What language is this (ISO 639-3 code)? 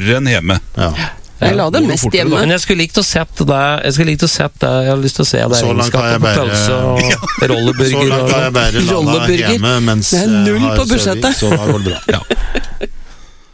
nor